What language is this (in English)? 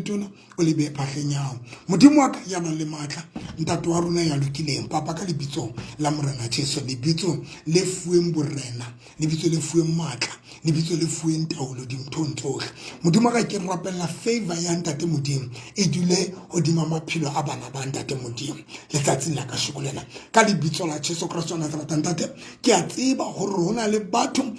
Southern Sotho